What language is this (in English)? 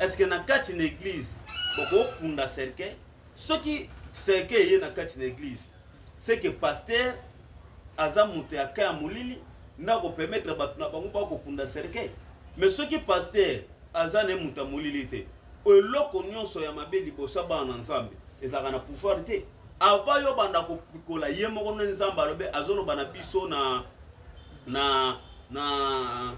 Lingala